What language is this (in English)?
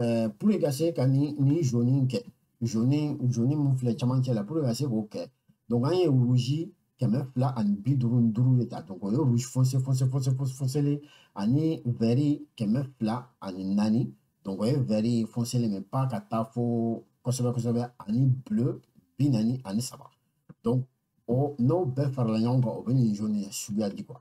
Bambara